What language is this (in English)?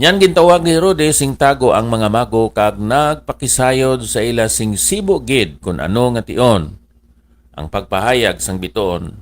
Hiligaynon